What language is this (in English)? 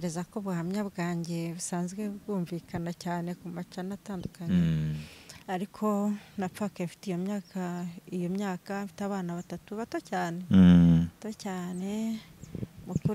Kinyarwanda